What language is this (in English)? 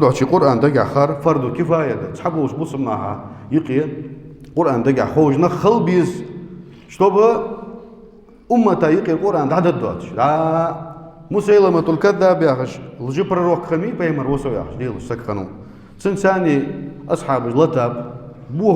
Ingush